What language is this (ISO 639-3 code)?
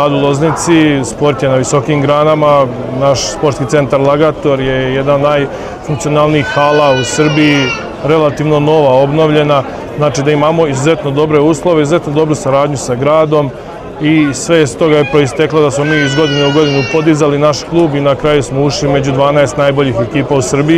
srp